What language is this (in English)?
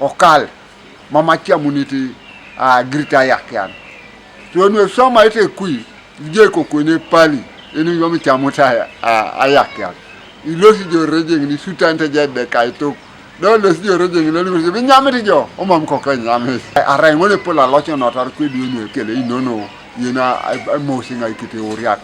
Teso